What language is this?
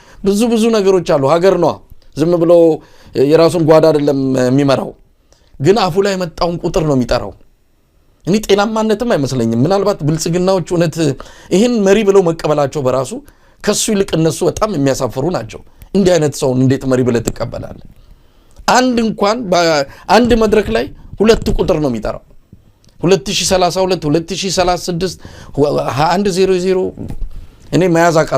Amharic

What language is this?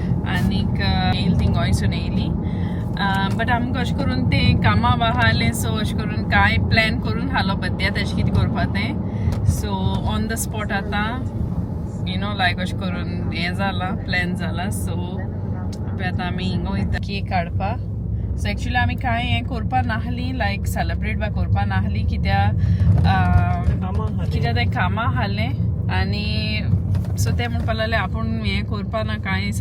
Konkani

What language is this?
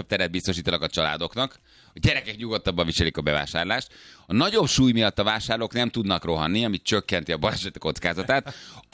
Hungarian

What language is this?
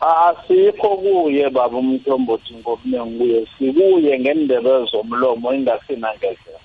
South Ndebele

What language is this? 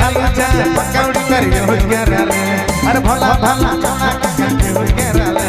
Sadri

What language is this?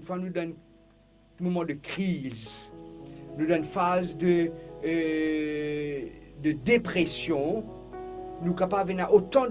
Morisyen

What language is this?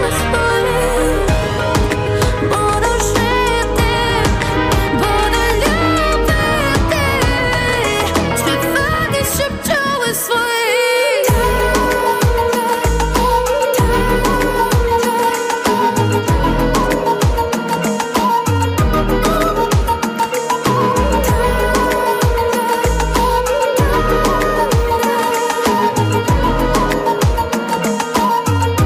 Ukrainian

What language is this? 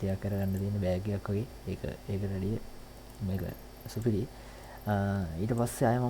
Sinhala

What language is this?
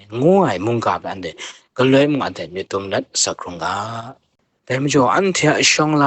Kachin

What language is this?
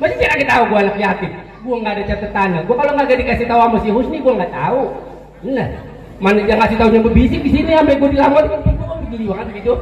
Betawi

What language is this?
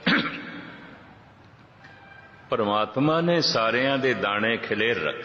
Punjabi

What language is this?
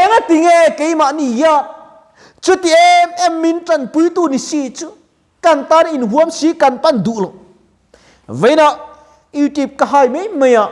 Mizo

